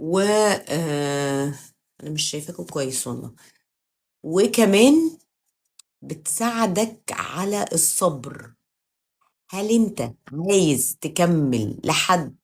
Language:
Egyptian Arabic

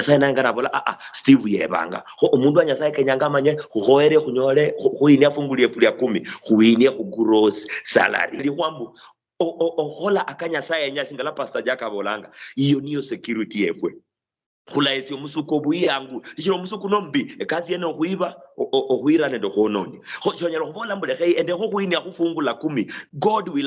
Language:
Luyia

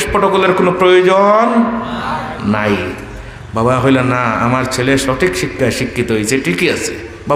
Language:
Sylheti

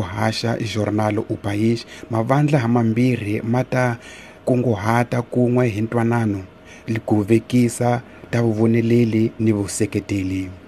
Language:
Tsonga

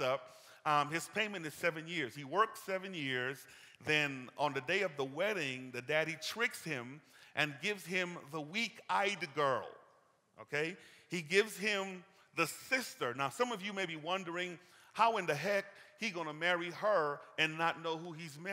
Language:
English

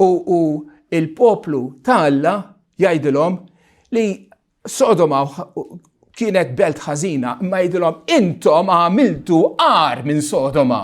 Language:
Maltese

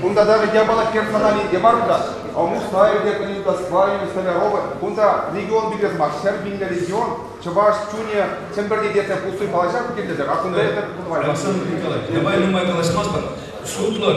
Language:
Chuvash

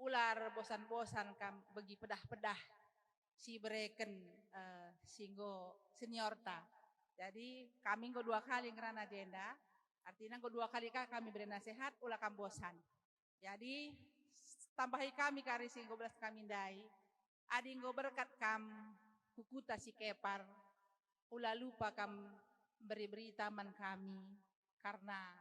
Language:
Batak Karo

